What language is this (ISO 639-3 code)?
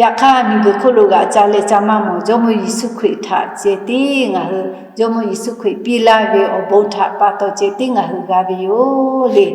lhu